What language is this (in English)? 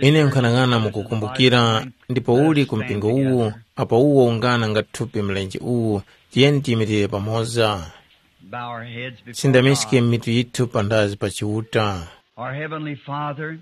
Tumbuka